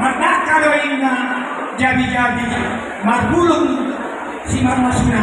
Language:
Batak Toba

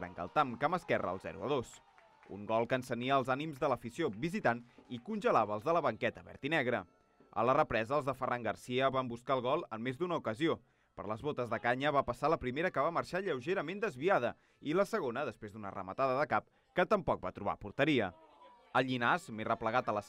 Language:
Catalan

